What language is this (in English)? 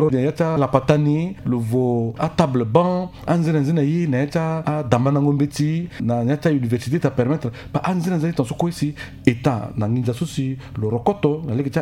Sango